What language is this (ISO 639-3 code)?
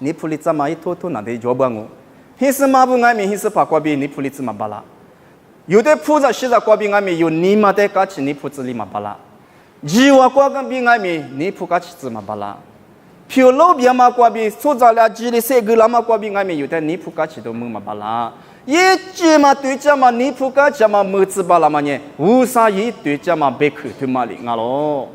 lis